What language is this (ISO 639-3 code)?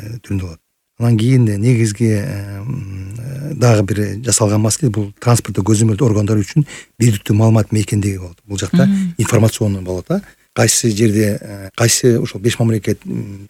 kir